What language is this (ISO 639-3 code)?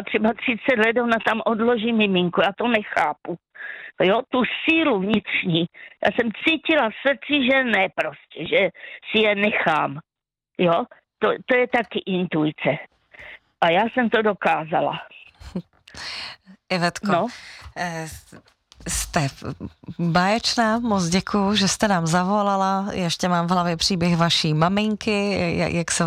ces